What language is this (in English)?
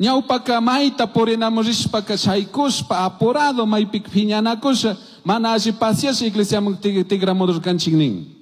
Chimborazo Highland Quichua